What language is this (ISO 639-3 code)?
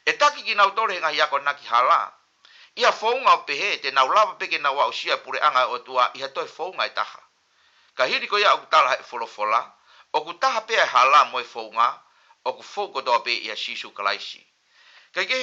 ton